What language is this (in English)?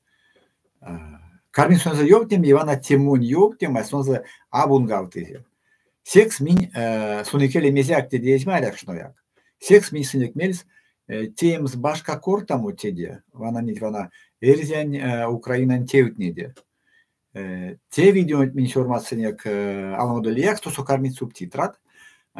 Erzya